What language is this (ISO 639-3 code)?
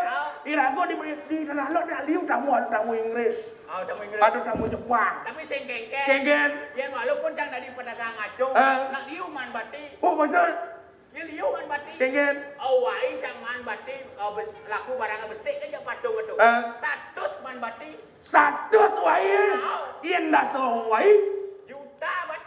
ban